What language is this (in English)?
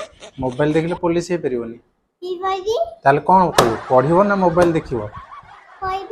Odia